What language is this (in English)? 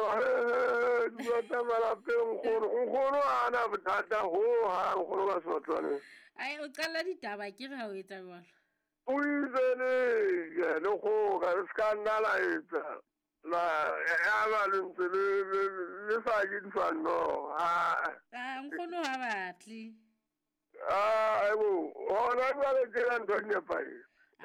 Southern Sotho